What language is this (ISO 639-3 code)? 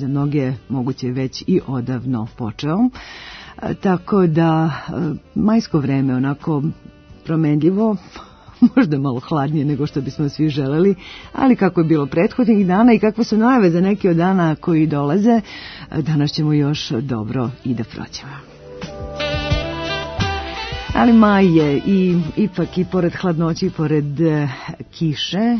srp